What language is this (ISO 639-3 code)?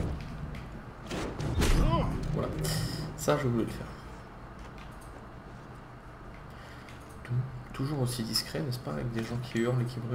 fra